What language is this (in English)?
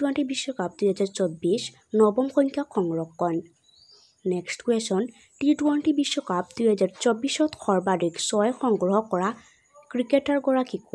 Assamese